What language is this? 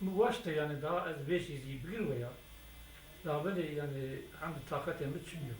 Zaza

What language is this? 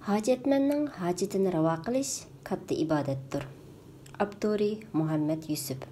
Uyghur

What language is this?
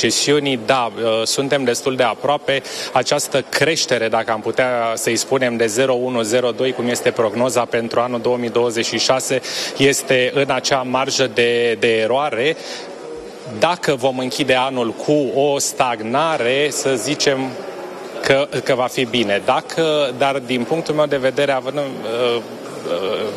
Romanian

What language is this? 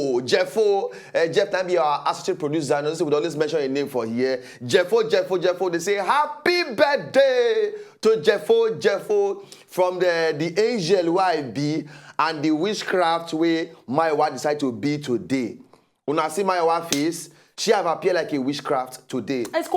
Nigerian Pidgin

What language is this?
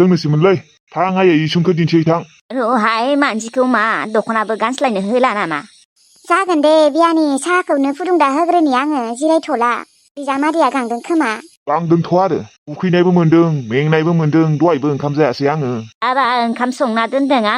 Bodo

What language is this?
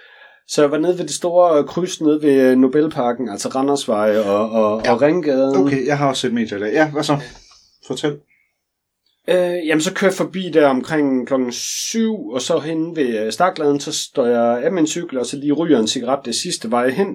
Danish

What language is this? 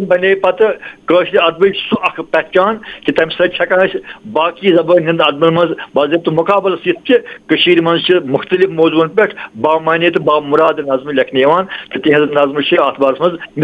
Kashmiri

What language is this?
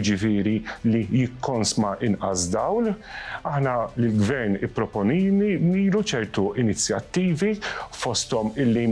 Maltese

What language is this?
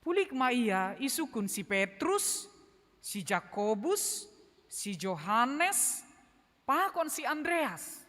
Batak Simalungun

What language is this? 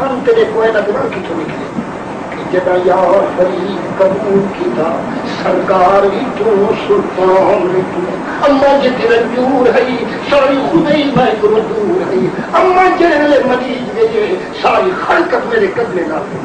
Saraiki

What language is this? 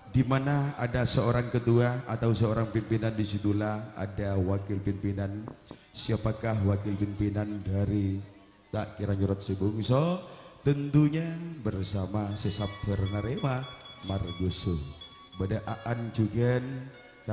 Madurese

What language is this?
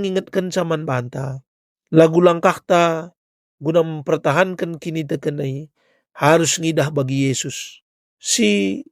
Batak Karo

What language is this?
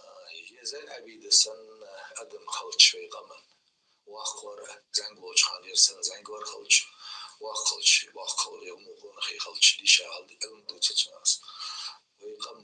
Ingush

